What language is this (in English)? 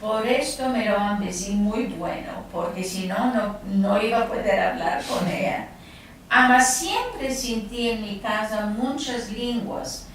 Ladino